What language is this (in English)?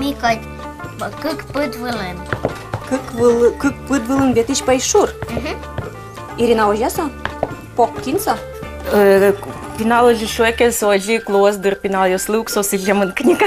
Udmurt